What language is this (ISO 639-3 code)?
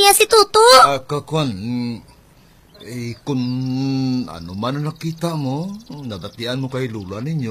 hil